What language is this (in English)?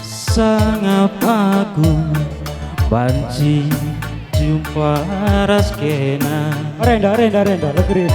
Batak Karo